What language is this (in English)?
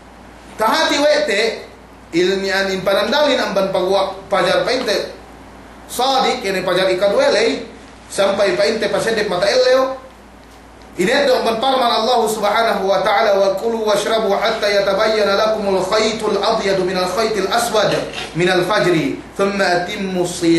Yakan